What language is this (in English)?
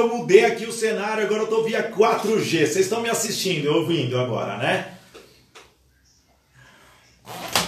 Portuguese